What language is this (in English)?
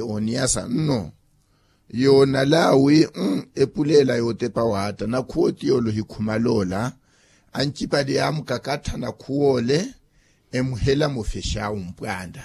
Makhuwa